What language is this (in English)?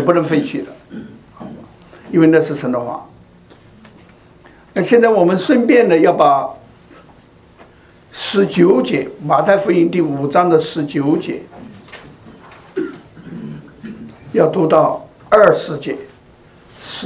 Chinese